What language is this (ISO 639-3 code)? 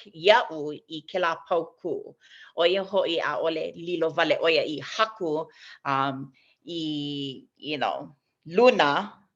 haw